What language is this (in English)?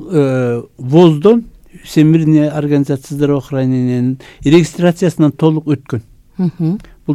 Kyrgyz